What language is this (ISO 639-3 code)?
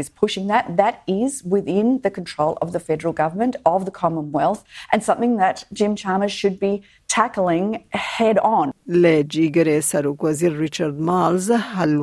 kur